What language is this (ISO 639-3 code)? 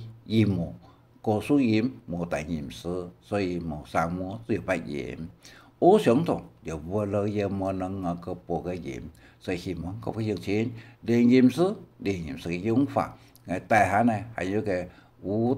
hak